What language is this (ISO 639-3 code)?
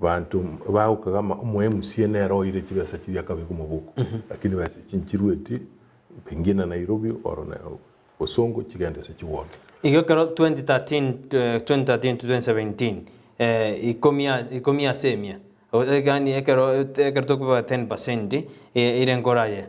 guz